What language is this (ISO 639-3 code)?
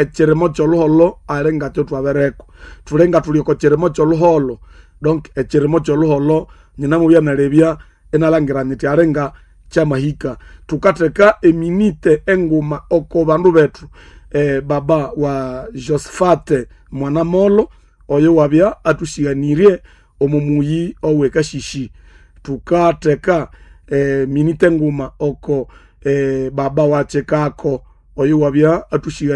nnb